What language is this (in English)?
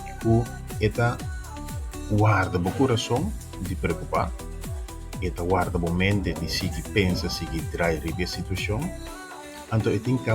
Papiamento